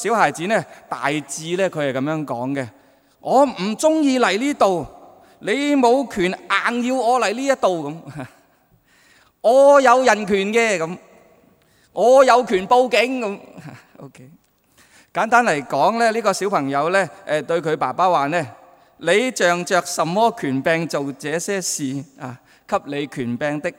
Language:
Cantonese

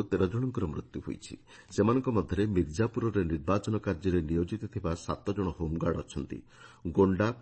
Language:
Odia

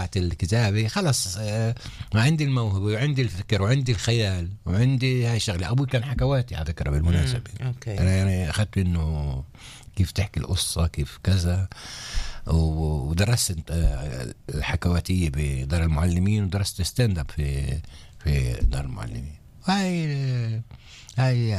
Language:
North Levantine Arabic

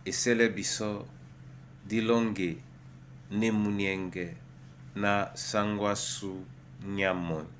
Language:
Duala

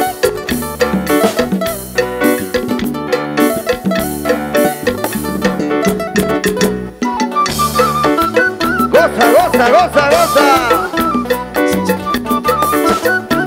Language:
Spanish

